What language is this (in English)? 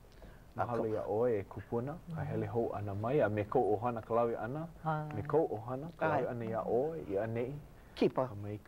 Hawaiian